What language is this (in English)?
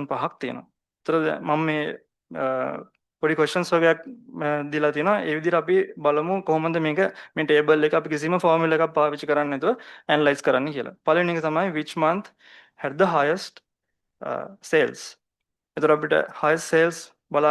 Sinhala